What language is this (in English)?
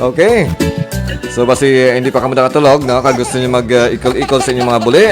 Hiligaynon